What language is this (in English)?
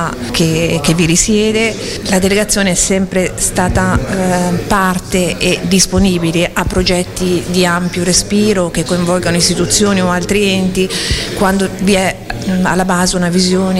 Italian